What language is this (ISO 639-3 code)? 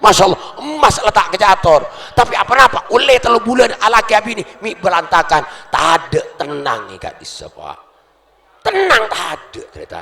mad